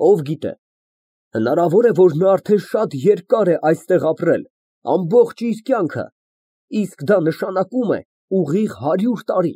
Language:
Armenian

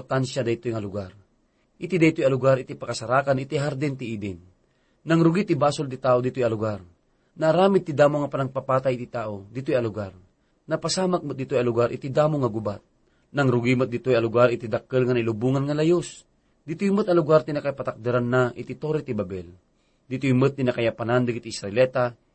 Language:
Iloko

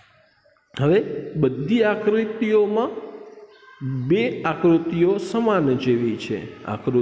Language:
Gujarati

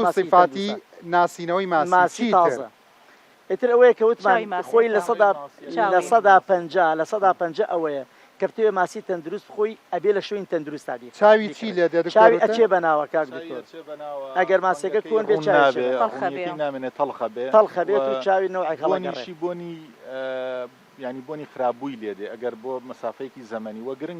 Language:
Central Kurdish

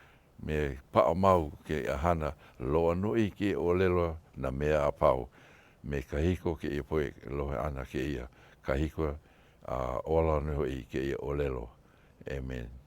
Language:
Hawaiian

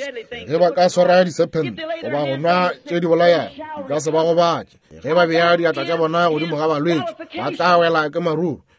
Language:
Northern Sotho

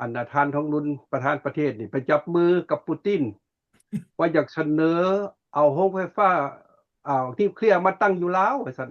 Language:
Lao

